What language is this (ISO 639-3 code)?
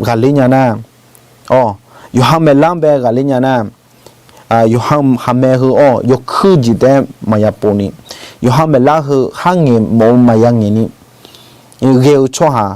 ahk